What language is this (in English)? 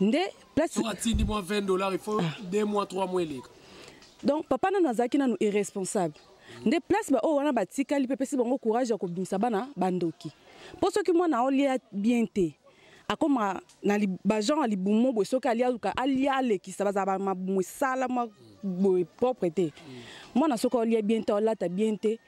Lingala